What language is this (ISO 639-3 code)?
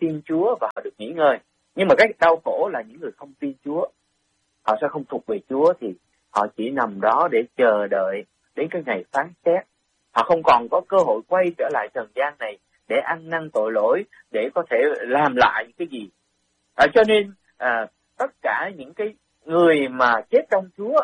vie